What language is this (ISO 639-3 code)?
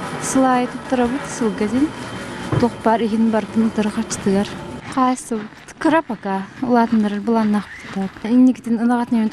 sah